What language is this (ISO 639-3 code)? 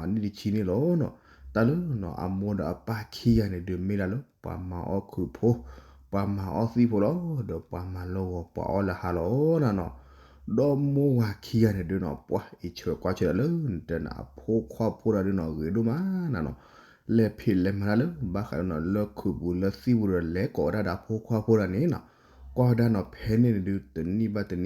ksw